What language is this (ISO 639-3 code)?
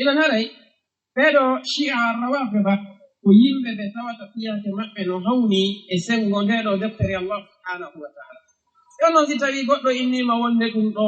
ful